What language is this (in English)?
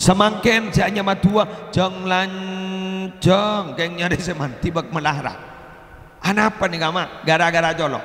Madurese